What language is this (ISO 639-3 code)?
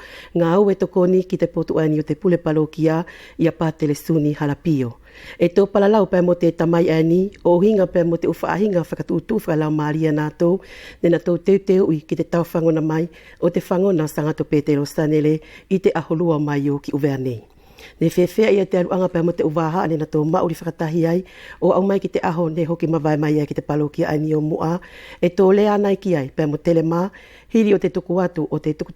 wls